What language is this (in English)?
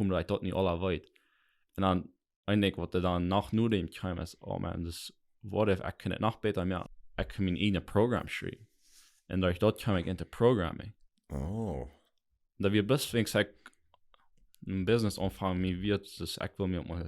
Plautdietsch